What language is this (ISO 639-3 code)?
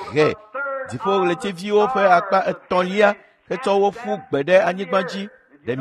ewe